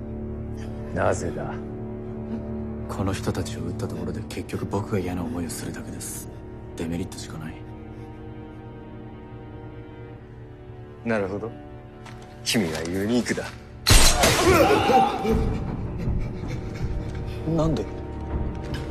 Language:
Japanese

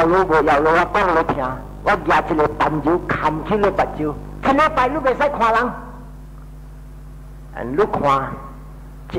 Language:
Min Nan Chinese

